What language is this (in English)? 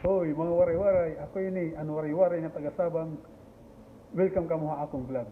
Waray